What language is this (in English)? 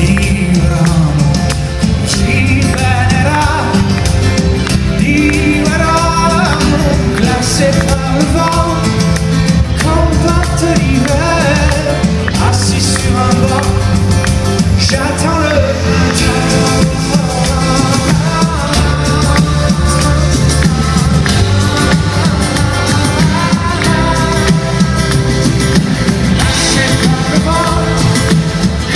French